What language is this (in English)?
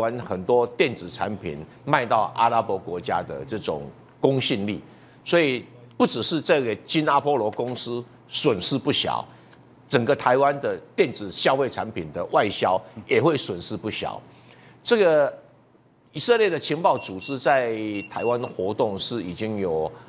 Chinese